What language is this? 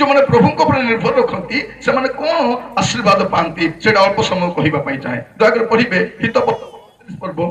Odia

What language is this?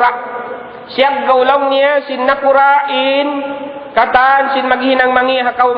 Tausug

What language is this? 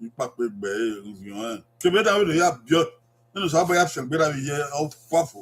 Bini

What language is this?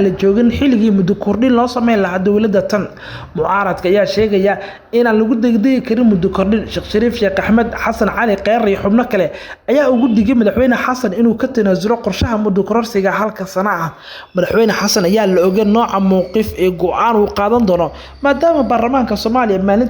Somali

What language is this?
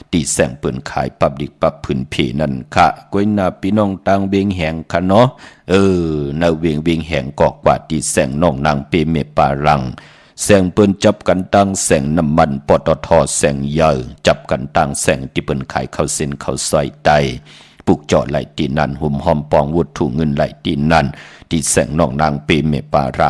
Shan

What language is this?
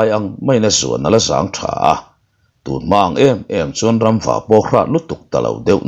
Mizo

